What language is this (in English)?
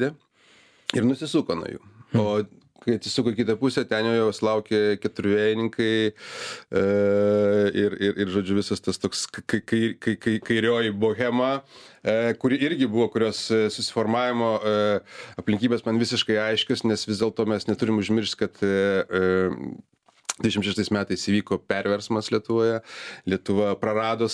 Lithuanian